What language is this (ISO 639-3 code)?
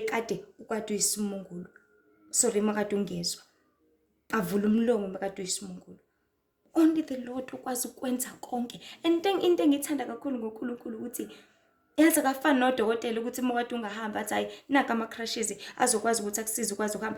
zul